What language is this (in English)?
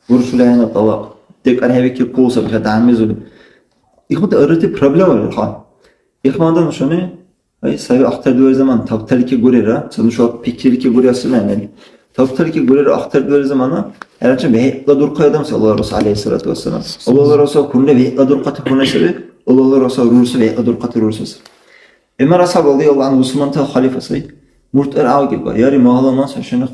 Dargwa